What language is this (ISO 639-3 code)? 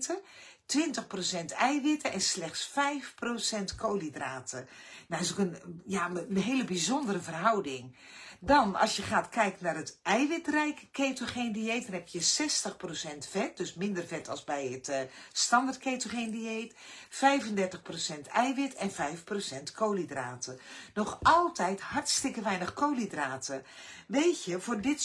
nld